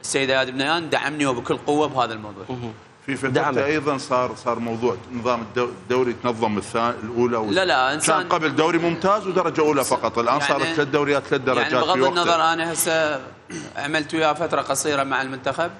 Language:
Mesopotamian Arabic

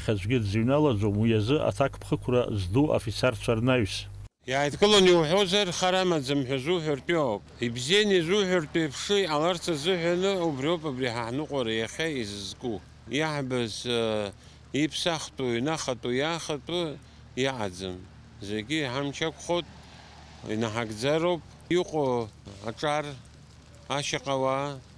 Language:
Abkhazian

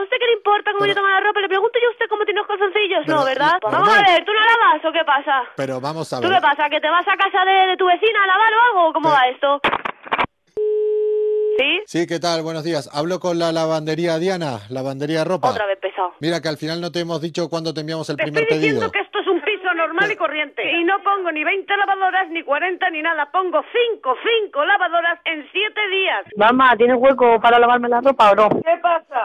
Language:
Spanish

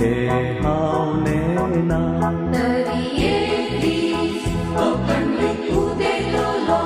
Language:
Konkani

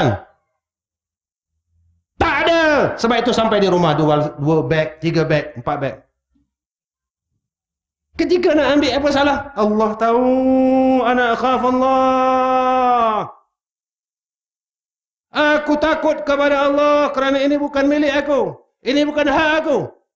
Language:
Malay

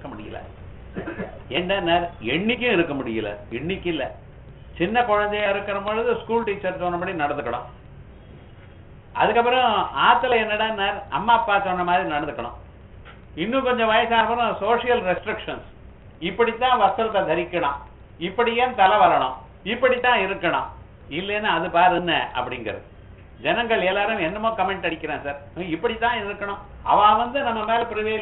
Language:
Tamil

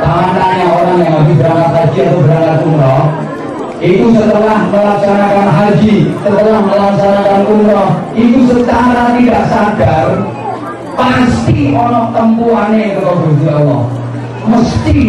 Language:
Javanese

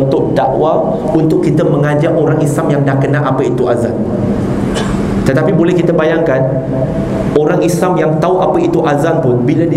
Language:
Malay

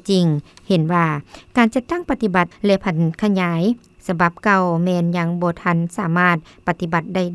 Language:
Lao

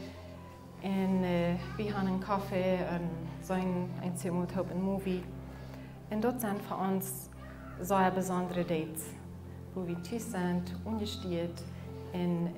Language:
Plautdietsch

